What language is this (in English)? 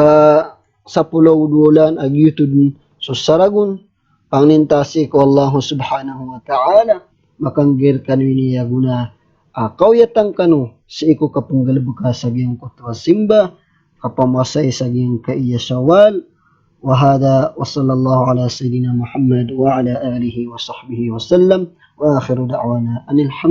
Maranao